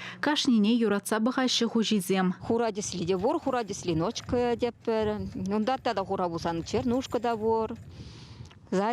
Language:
Chuvash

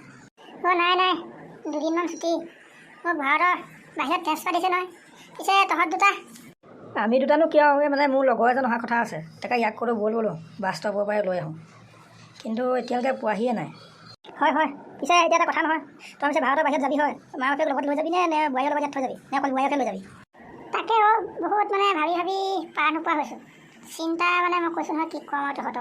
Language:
Assamese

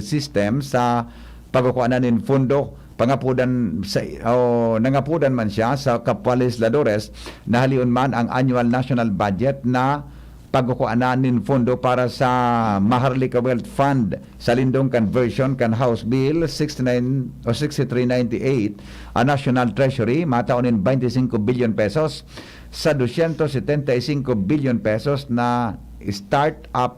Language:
Bikol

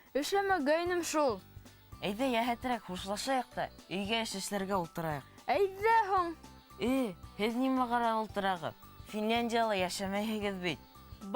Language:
Bashkir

